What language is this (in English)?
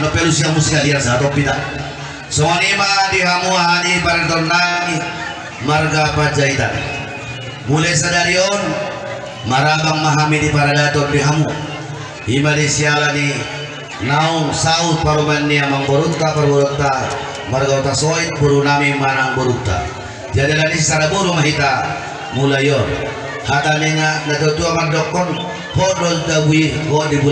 Batak Toba